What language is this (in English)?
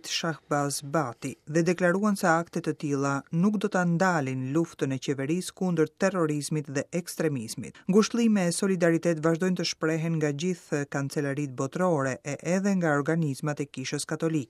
Albanian